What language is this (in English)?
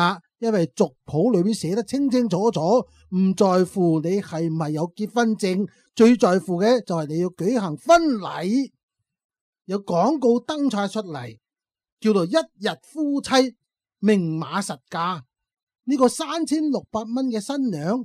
Cantonese